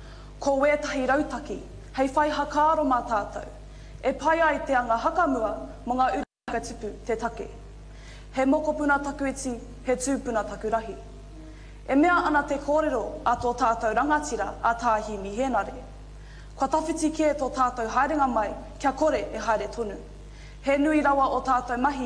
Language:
Māori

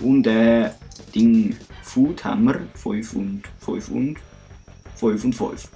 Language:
Swiss German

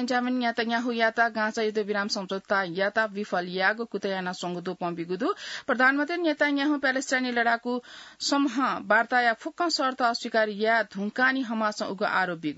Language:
Newari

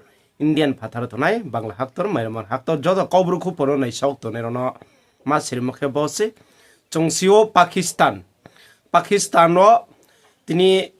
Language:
Riang (India)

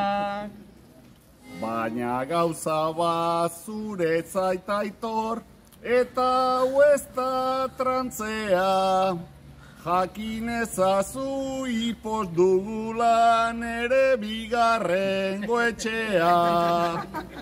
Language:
Basque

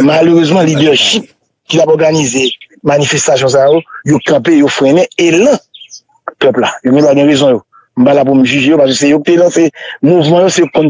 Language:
Haitian Creole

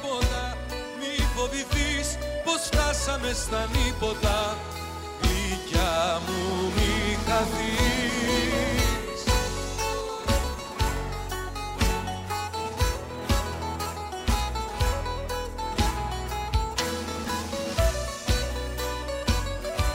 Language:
Greek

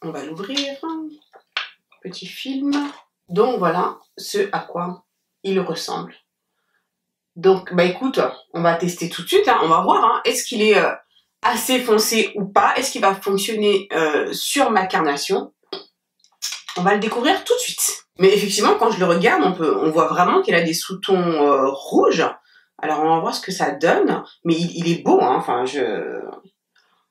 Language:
French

